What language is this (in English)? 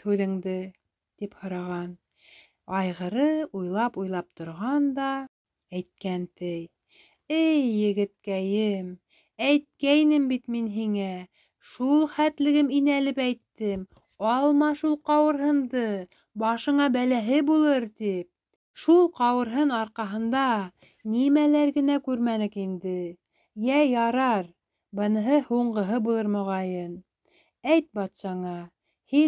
Bashkir